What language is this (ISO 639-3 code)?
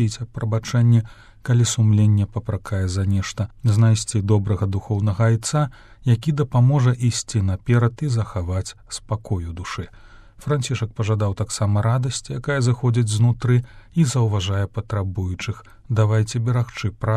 bel